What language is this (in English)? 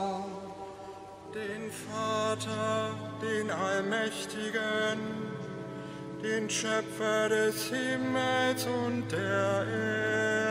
German